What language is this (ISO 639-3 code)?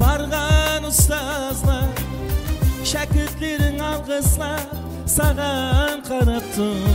kaa